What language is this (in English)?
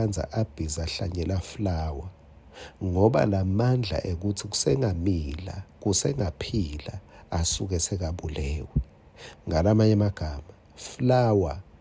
Swati